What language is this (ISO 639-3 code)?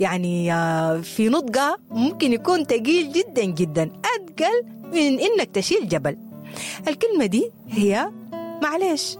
apd